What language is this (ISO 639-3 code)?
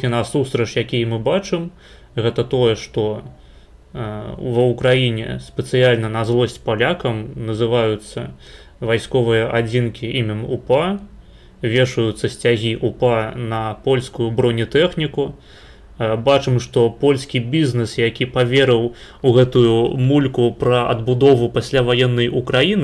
bel